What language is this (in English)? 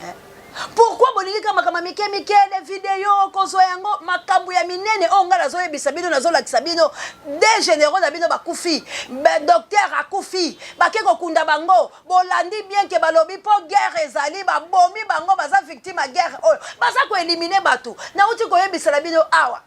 Lingala